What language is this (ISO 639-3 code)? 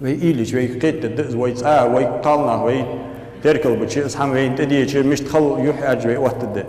inh